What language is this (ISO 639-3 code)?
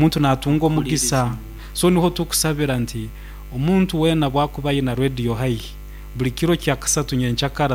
nyo